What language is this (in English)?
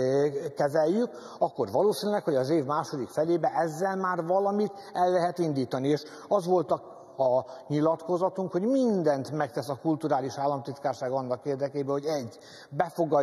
Hungarian